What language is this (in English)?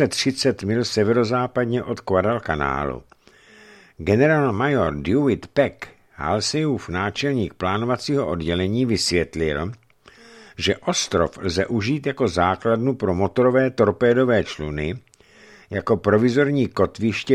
Czech